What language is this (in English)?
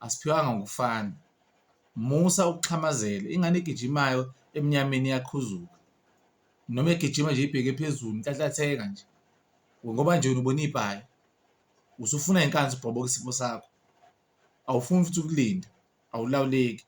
Zulu